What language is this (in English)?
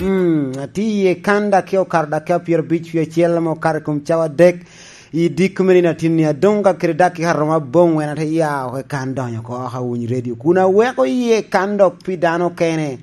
Lango (Uganda)